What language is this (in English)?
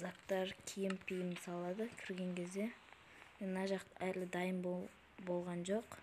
Kazakh